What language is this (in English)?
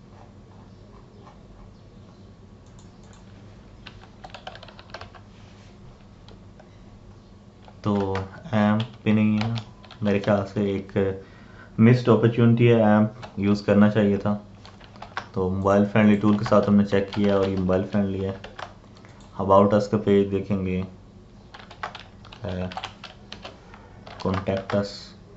Hindi